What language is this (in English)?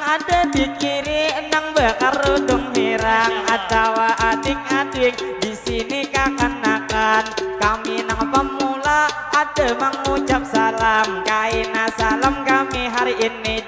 Banjar